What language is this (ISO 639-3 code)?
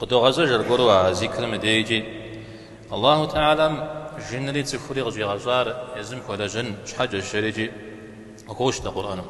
kbd